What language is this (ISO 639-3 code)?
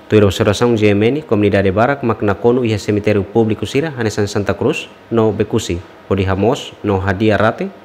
tet